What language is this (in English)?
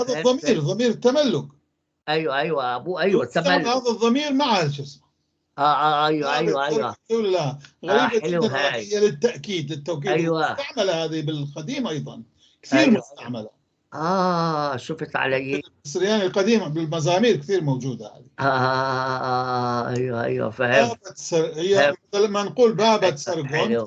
North Levantine Arabic